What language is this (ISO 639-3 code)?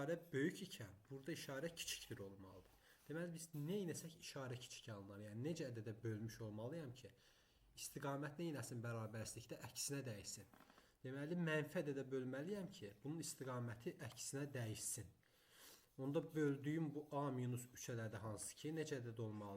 aze